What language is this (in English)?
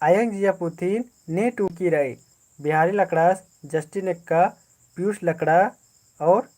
Kurukh